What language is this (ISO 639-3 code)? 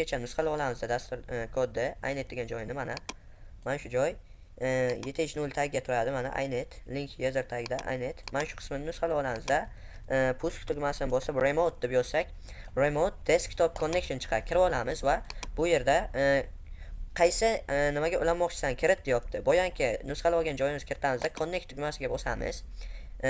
uzb